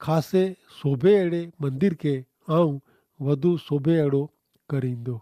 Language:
Kachhi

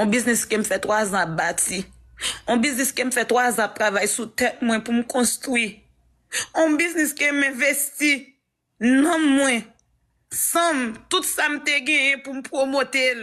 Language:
Haitian Creole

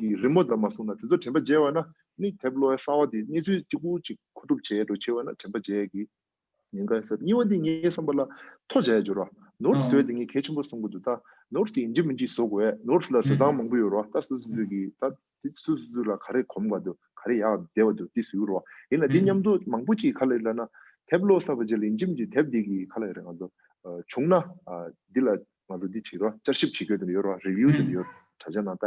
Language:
Tibetan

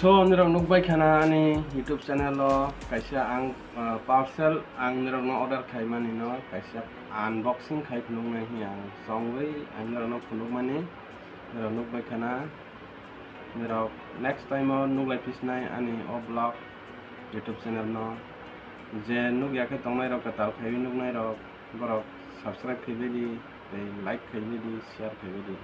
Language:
Kok Borok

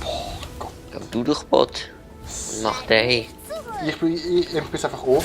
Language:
Swiss German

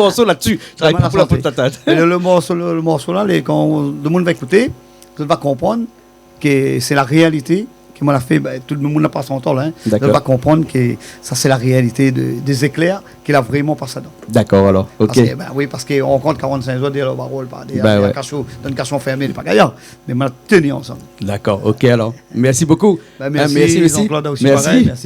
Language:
Réunion Creole French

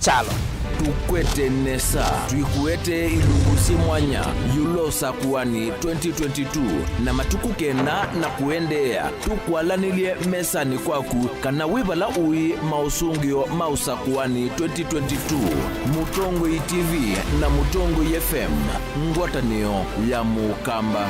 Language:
Kamba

